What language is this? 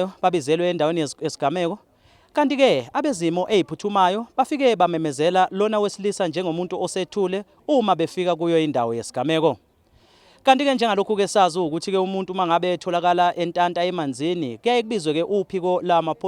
Zulu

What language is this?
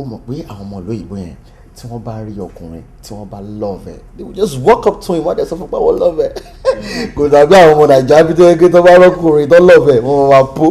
Yoruba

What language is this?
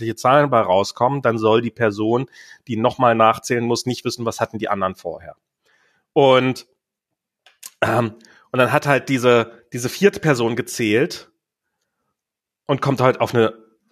German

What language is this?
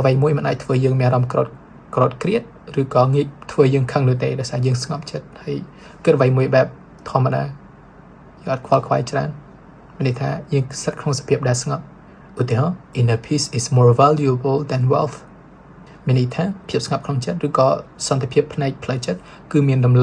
Khmer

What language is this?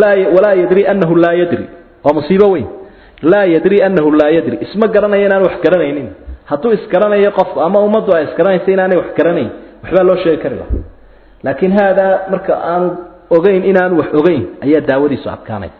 Somali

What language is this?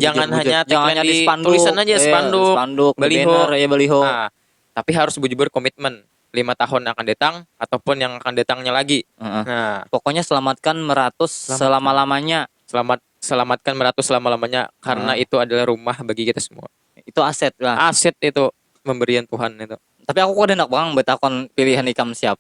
Banjar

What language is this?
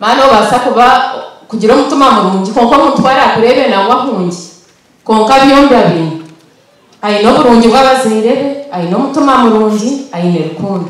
Nyankole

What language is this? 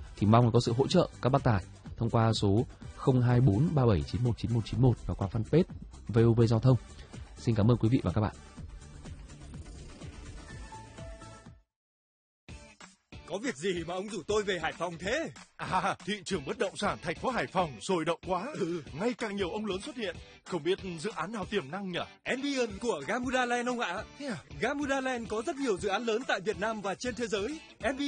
Vietnamese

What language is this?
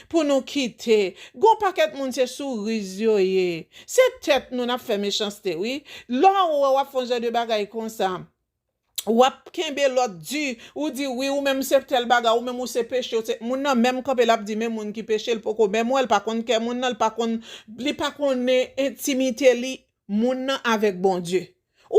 Haitian Creole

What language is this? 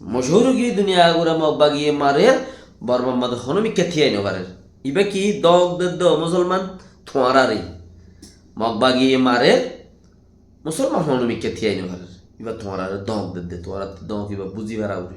Rohingya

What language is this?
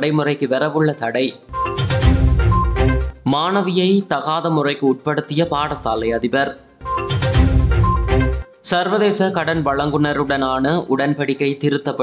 Tamil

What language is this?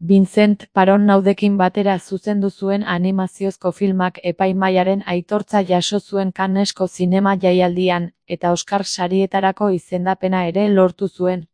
Basque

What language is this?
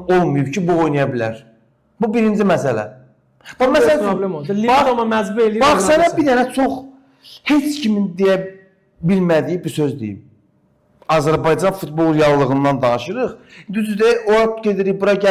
Azerbaijani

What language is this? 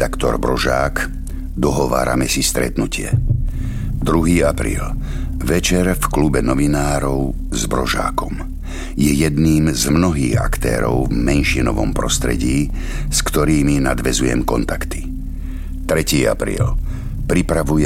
Slovak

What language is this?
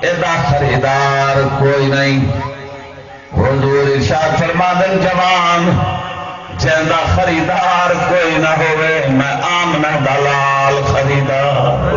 Saraiki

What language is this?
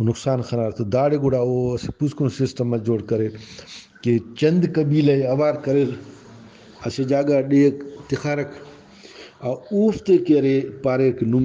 Brahui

